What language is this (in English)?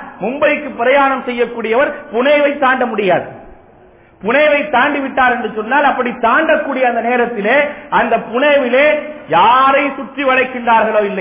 Tamil